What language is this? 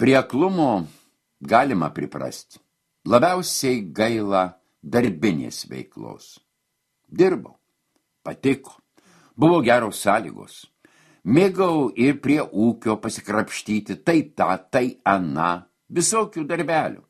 Lithuanian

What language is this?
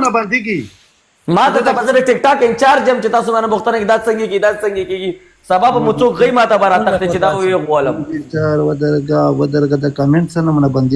Pashto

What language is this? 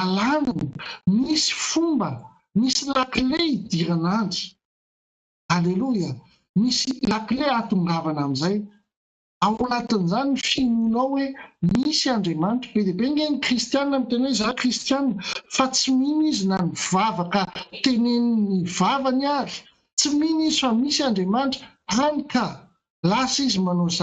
Malagasy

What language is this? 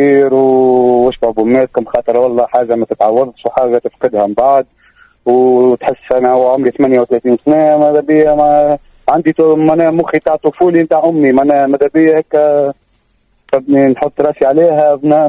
Tunisian Arabic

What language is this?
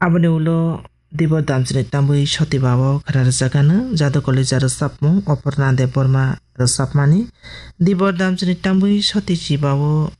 Kok Borok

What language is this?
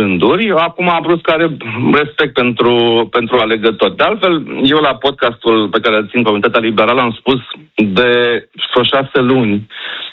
Romanian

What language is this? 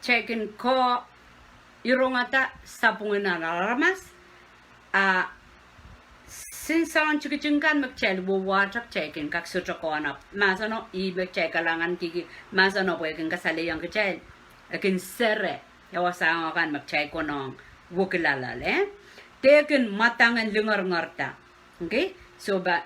Pohnpeian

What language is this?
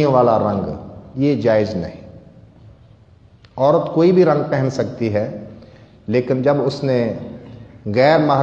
Urdu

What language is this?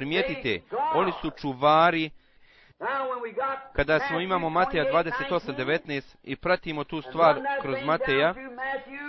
Bosnian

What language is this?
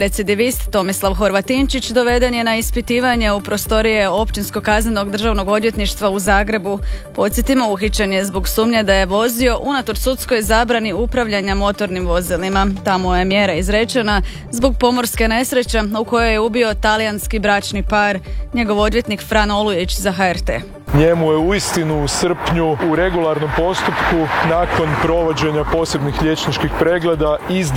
Croatian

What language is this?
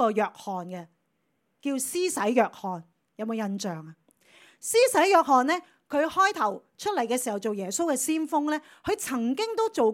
Cantonese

